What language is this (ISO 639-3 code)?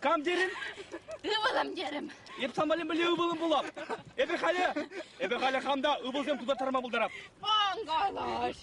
chv